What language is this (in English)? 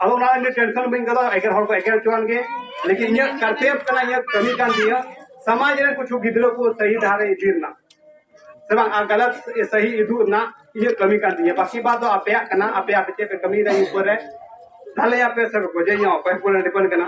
Santali